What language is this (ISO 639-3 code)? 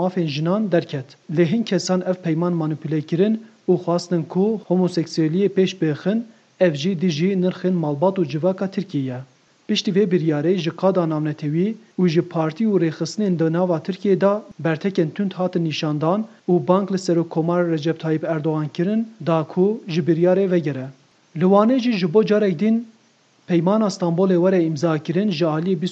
kur